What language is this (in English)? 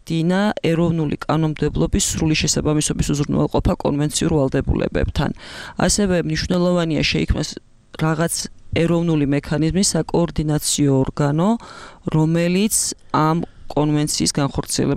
Georgian